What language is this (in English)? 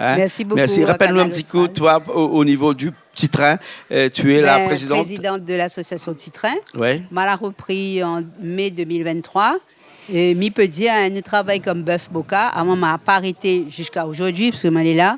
Réunion Creole French